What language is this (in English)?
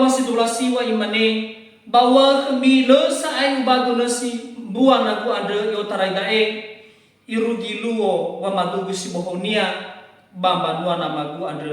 Nias